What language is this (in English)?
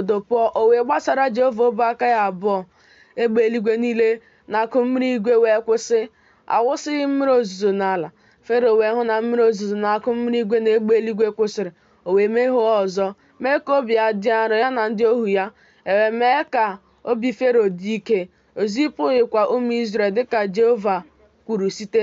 Igbo